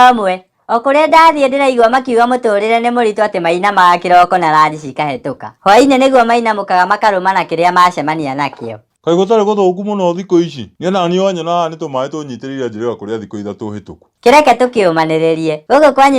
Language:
Kikuyu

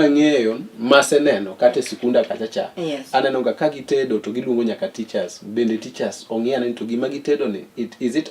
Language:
Luo (Kenya and Tanzania)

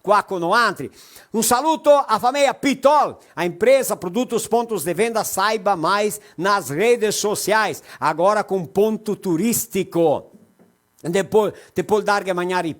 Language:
Venetian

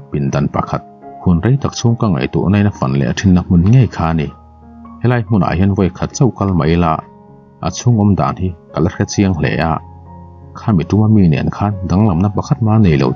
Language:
Mizo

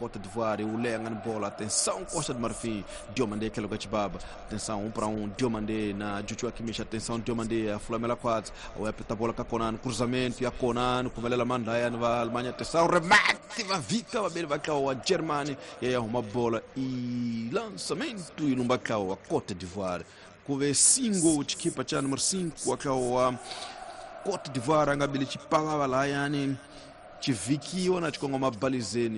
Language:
Tsonga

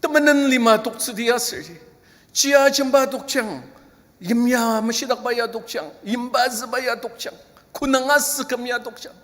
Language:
Ao Naga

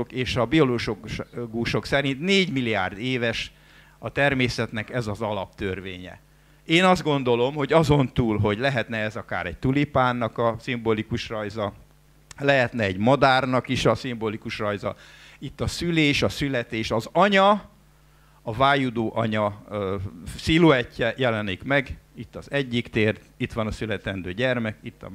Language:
Hungarian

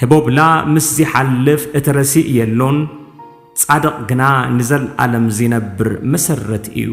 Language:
Tigrinya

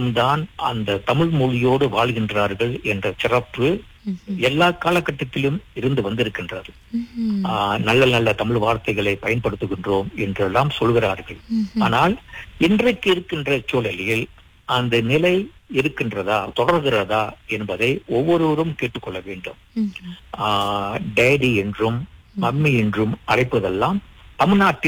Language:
Tamil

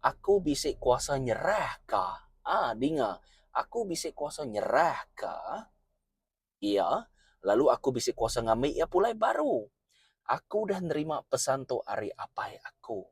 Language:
Iban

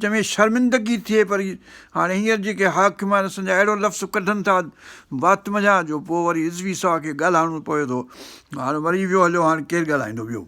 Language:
Sindhi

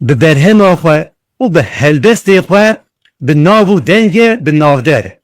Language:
Kurdish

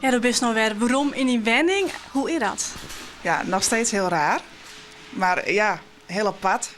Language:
Western Frisian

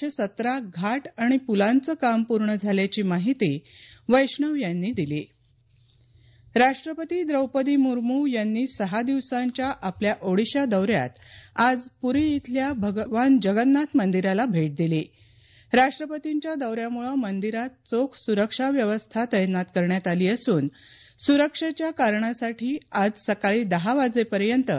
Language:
Marathi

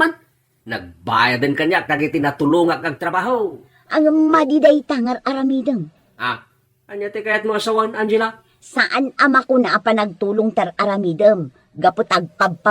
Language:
Iloko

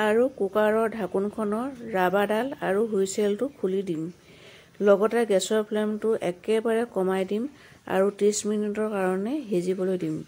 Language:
Assamese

